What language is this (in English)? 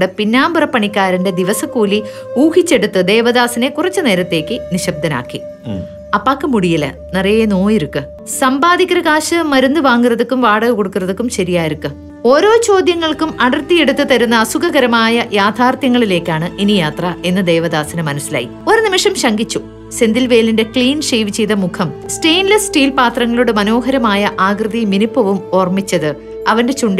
Malayalam